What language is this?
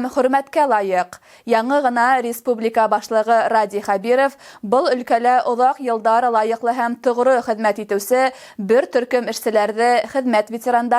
Bashkir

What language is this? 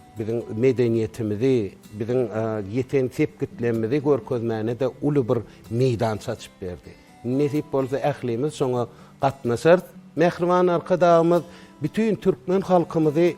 Turkmen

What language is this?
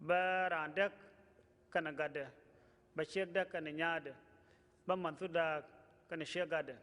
Nuer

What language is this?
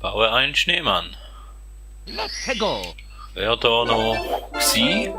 Swiss German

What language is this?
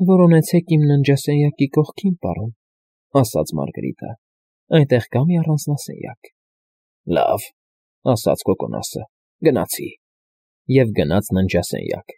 Armenian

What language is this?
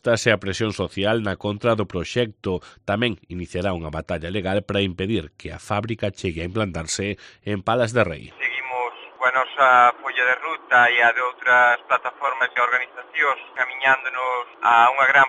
Galician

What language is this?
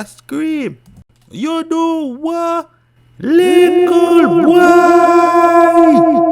Jamaican Creole English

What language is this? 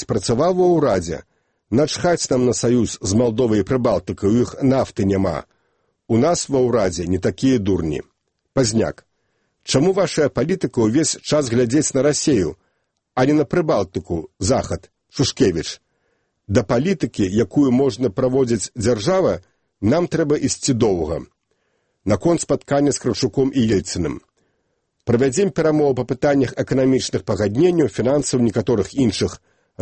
Belarusian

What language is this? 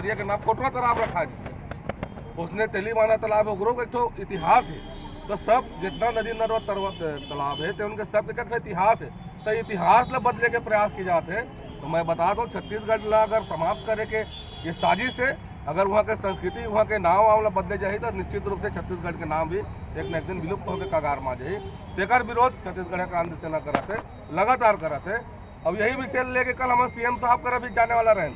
Chhattisgarhi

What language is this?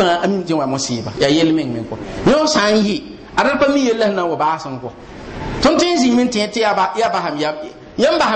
Mossi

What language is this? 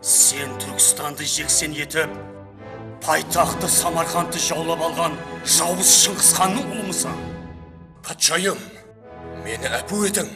Kara-Kalpak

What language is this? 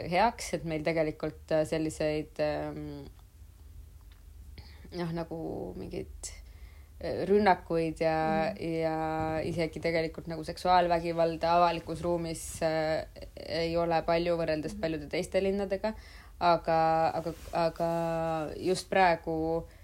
Estonian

